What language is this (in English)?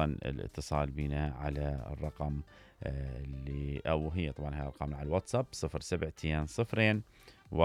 Mesopotamian Arabic